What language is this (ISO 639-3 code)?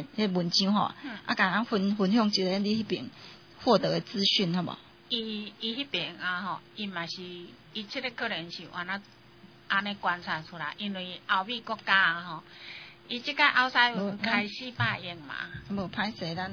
nan